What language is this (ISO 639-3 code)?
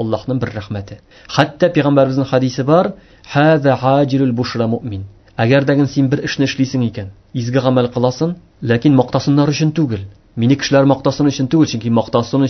tat